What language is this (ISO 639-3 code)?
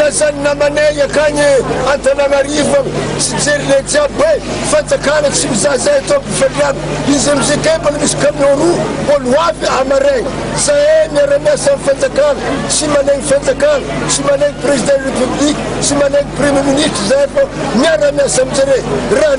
mlg